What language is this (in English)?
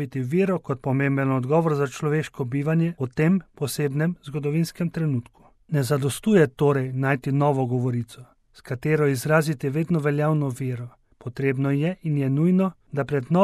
Slovenian